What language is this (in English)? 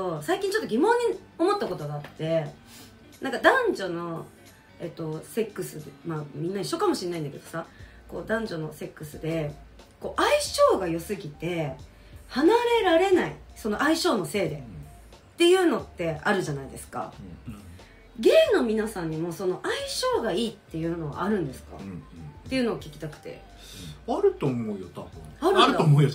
Japanese